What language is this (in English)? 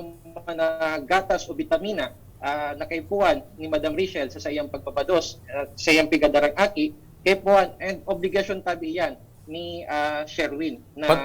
Bikol